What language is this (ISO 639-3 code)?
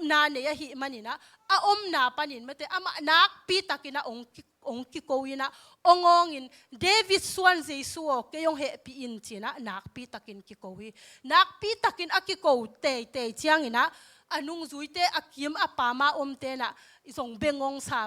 ctd